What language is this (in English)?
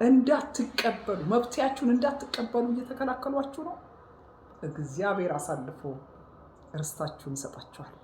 Amharic